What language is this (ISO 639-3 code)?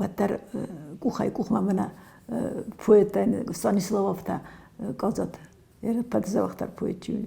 oss